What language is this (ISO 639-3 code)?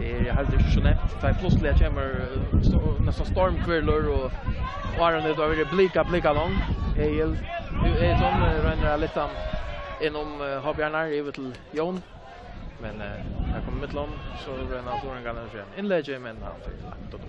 fao